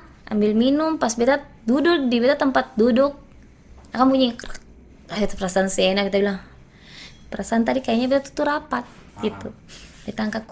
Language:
Ambonese Malay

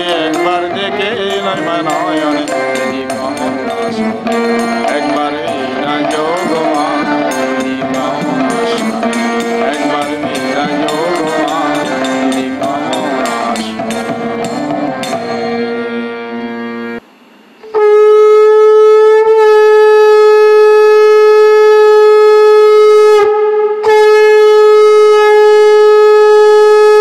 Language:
Bangla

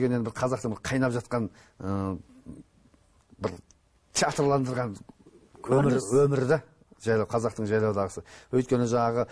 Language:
Kazakh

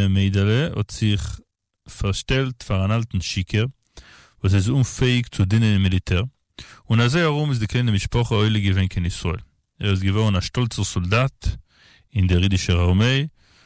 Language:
Yiddish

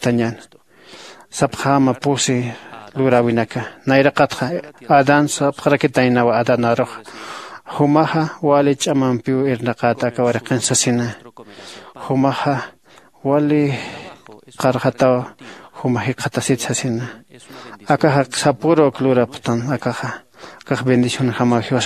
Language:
Aymara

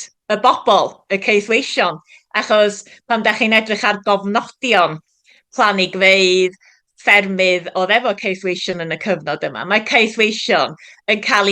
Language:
Welsh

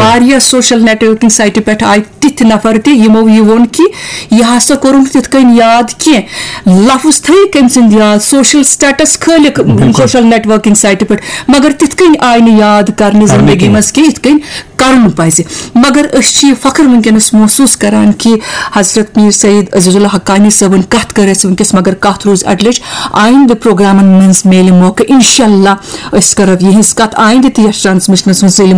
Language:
Kashmiri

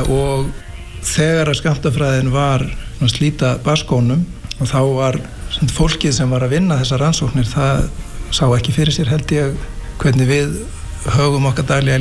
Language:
Icelandic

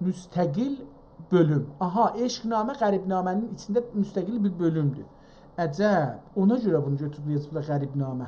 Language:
South Azerbaijani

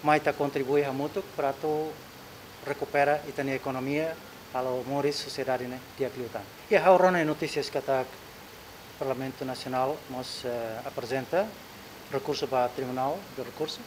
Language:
Tetum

